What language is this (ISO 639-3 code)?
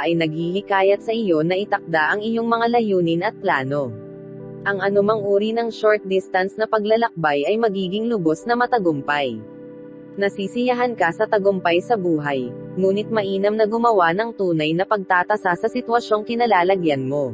fil